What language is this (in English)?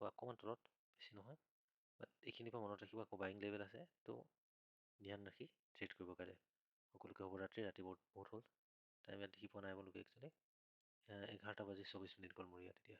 Assamese